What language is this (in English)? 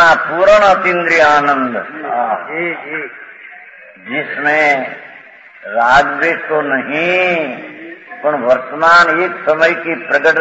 Hindi